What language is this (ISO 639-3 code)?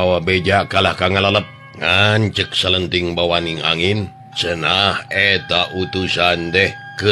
sun